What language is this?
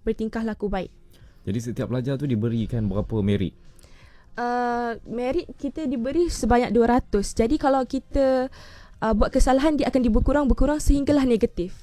Malay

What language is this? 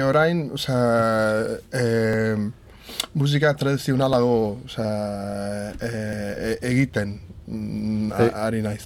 Basque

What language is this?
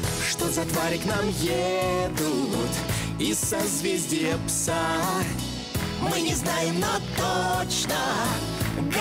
Russian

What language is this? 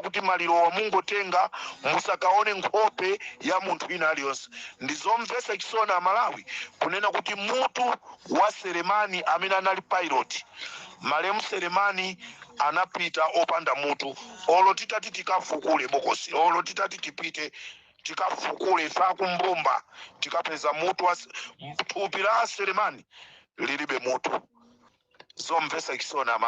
Nyanja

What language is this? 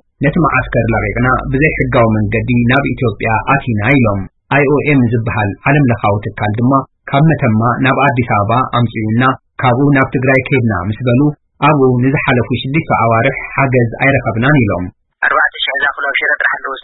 Tigrinya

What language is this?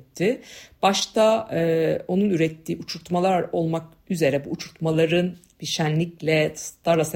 Turkish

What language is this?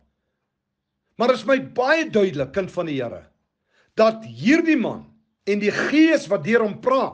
Afrikaans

